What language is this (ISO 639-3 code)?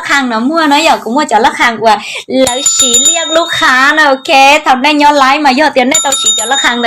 hmn